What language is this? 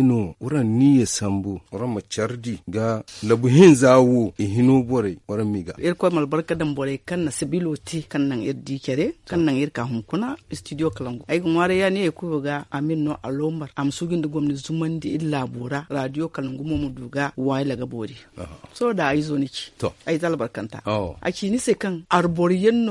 Zarma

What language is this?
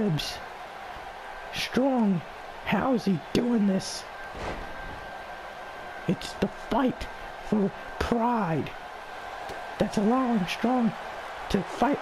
English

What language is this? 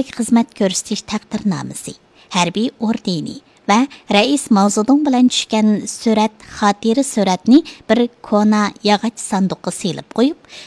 Uyghur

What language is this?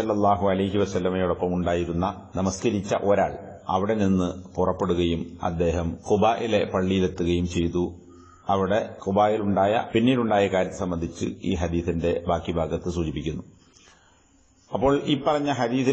Malayalam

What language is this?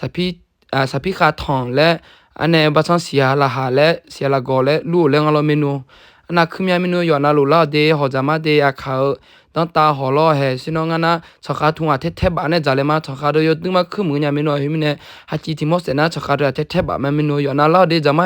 Akha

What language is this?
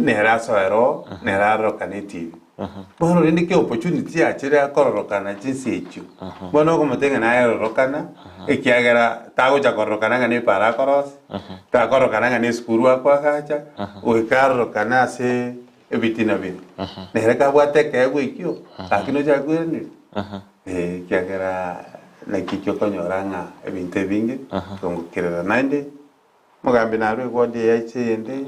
Gusii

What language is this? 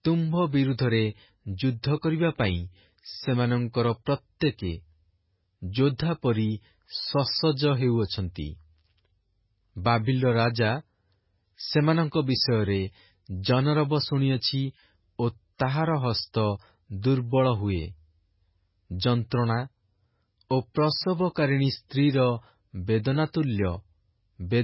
Odia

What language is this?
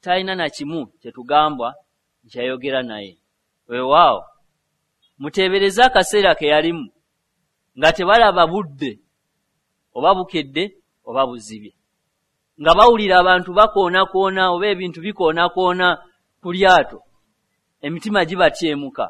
Ganda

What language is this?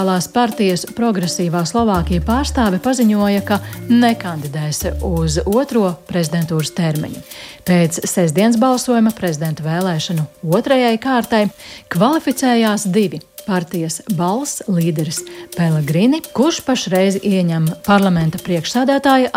Latvian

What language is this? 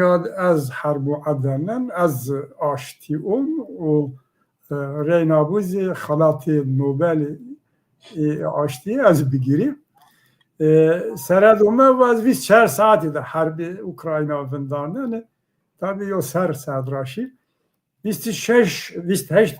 Zaza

